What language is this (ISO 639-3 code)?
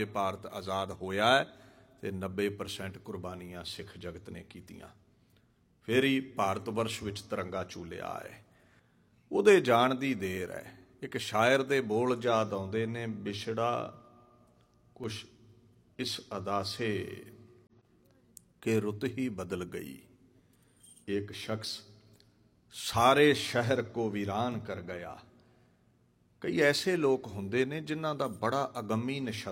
pan